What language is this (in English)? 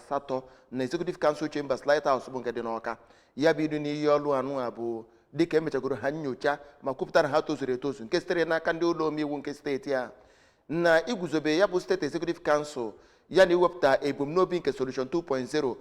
Igbo